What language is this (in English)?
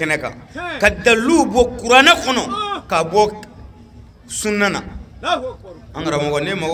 Bambara